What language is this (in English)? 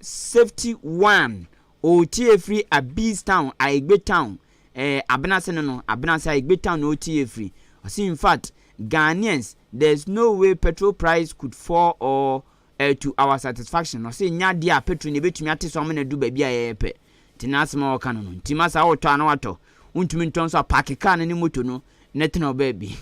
Akan